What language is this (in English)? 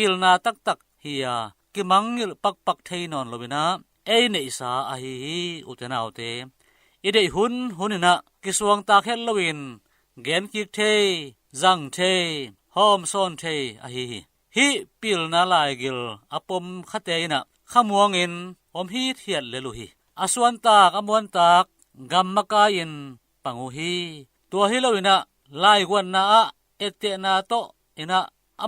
Tedim Chin